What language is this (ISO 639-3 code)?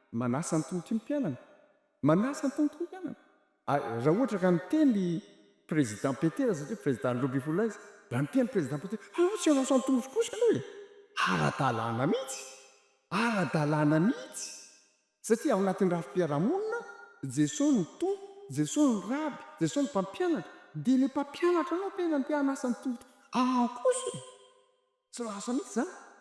mlg